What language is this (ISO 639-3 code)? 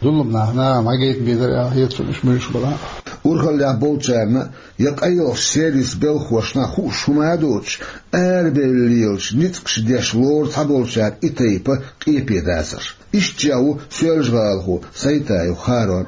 che